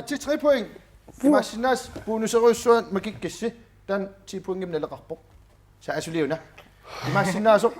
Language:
Kalaallisut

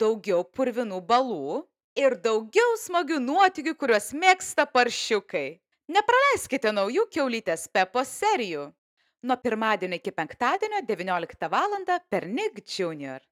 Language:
Lithuanian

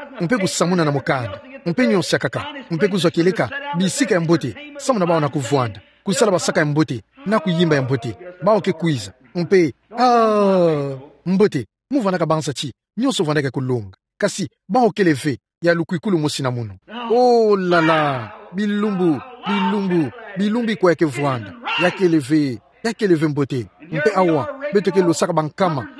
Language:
Kituba (Democratic Republic of Congo)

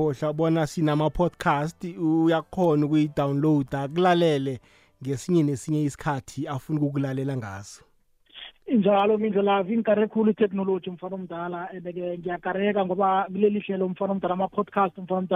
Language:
South Ndebele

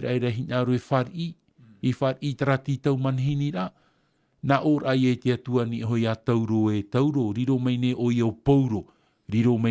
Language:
Tahitian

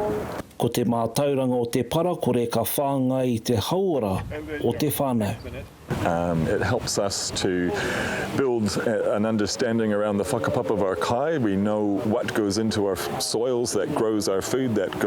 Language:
Māori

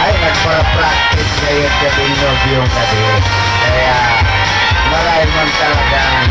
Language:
Bikol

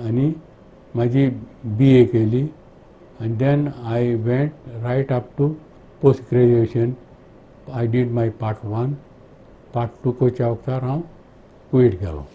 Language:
Konkani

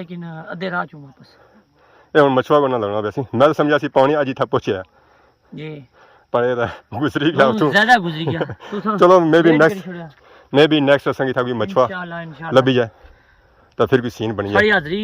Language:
Pahari-Potwari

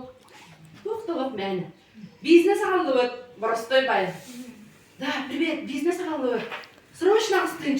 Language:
Yakut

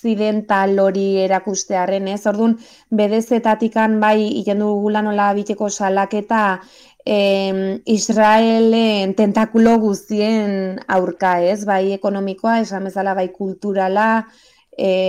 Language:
Basque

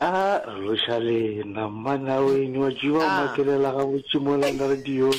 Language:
Northern Sotho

